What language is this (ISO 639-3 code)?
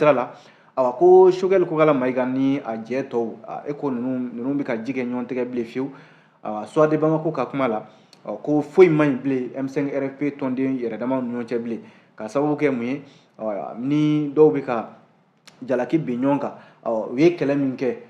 bam